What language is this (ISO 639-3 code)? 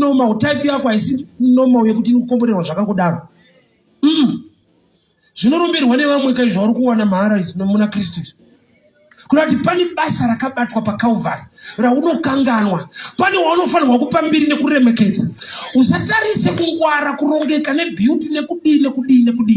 sna